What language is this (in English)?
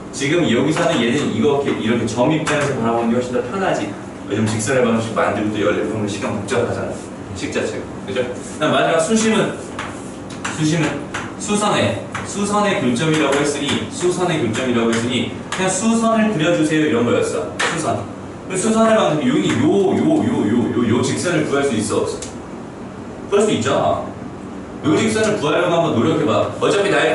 Korean